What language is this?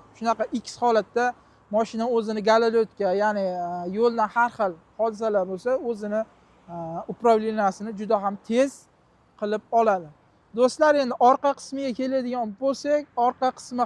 Uzbek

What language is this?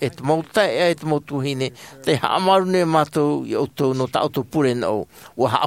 Tahitian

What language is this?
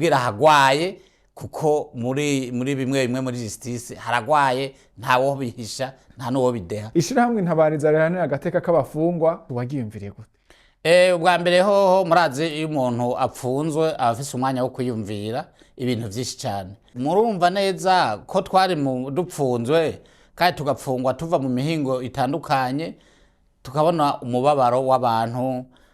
Rundi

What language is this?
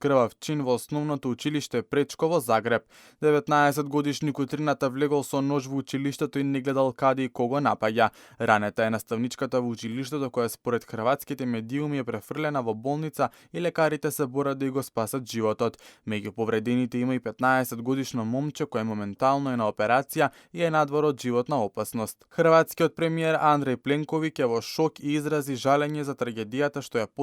Macedonian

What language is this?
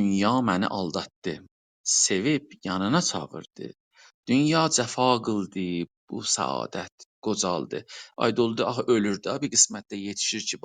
South Azerbaijani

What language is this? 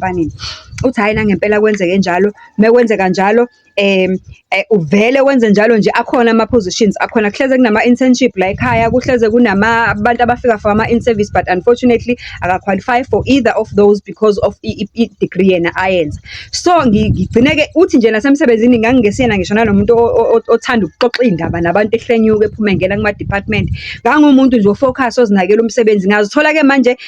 Zulu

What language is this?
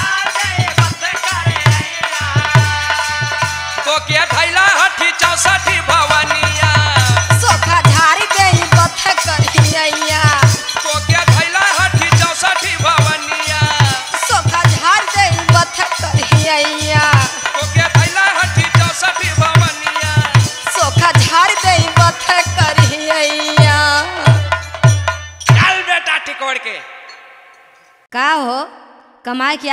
Bhojpuri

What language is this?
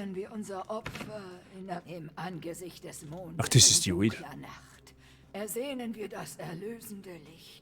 Bavarian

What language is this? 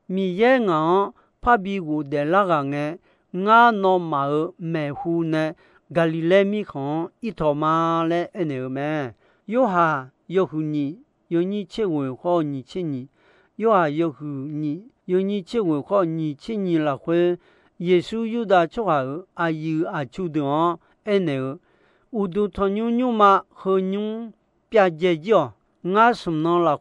Akha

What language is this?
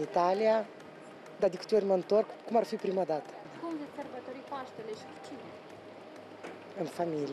Romanian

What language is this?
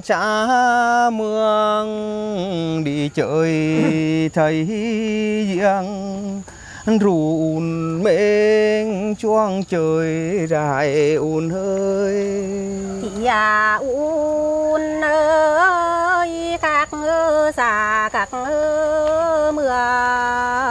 Vietnamese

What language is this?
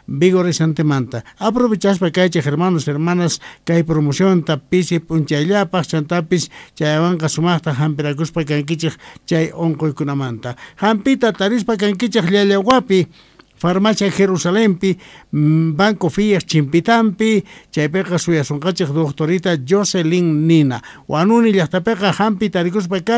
South Bolivian Quechua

